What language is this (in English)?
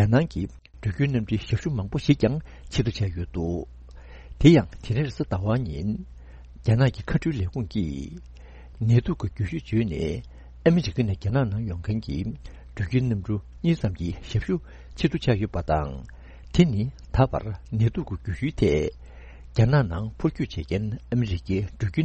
Tibetan